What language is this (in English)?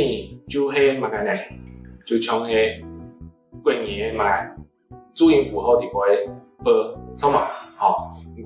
Hakka Chinese